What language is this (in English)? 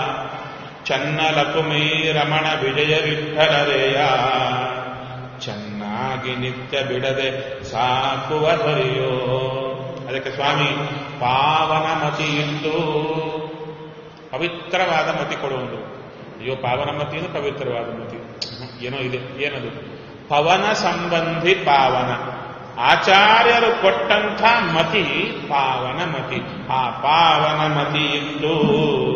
Kannada